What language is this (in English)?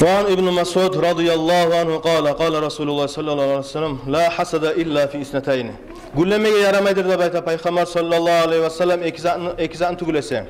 Kumyk